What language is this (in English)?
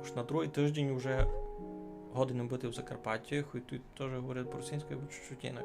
Rusyn